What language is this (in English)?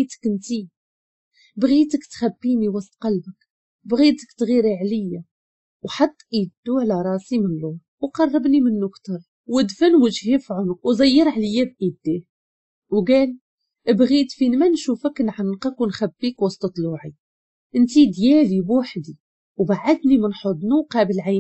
Moroccan Arabic